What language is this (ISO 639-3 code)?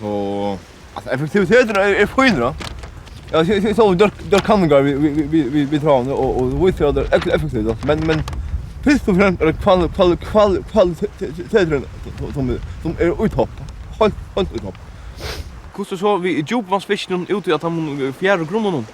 fao